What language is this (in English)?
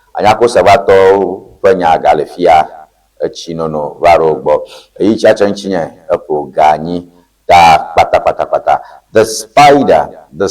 Ewe